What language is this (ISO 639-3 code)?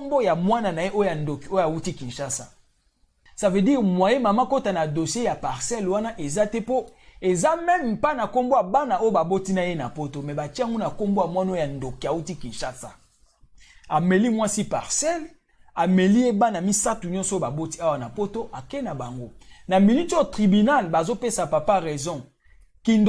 lin